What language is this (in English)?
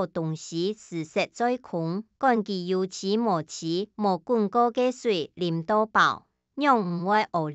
Hakka Chinese